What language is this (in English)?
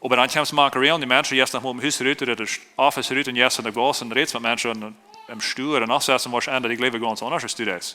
Plautdietsch